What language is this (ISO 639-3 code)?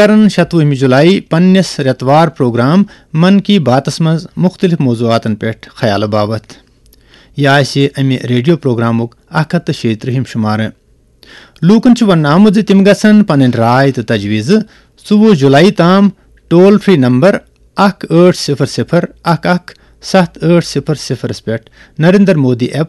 kas